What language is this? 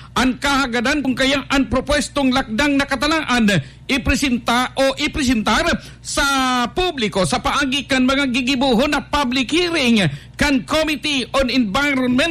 Bikol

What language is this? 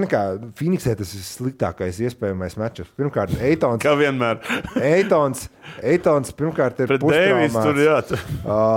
Latvian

